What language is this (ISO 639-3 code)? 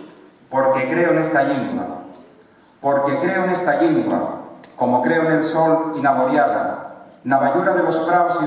ast